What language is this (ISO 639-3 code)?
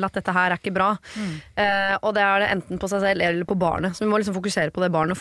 nor